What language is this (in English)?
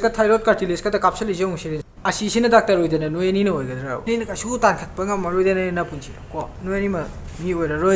Manipuri